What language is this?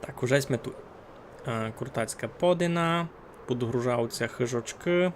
Rusyn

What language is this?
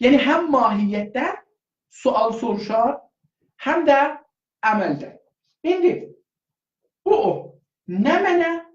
South Azerbaijani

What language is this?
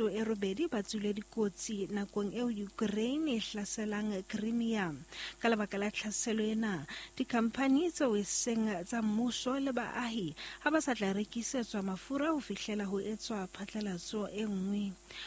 Southern Sotho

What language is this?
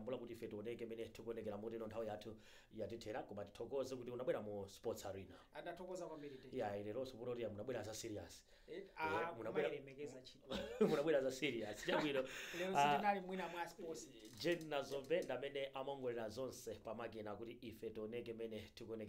Nyanja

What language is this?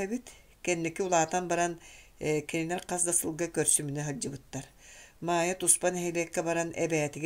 Yakut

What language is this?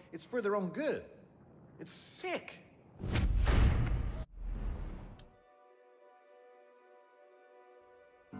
English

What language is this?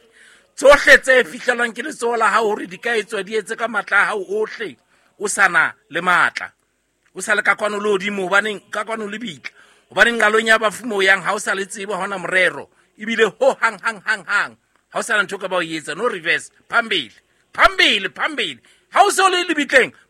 Southern Sotho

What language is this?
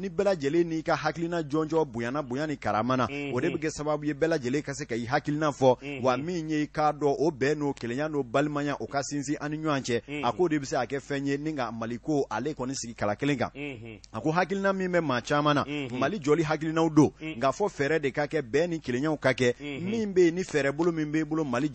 Bambara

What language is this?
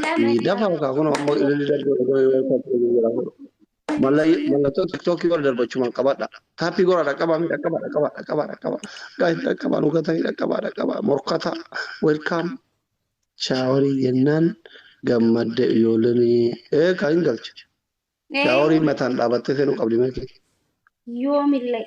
Oromo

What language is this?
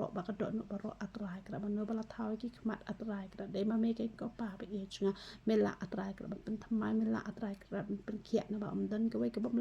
Khasi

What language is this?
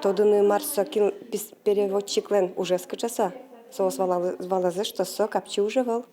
Udmurt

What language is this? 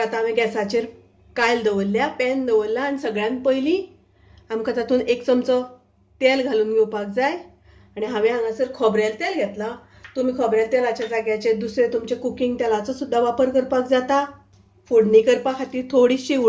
Konkani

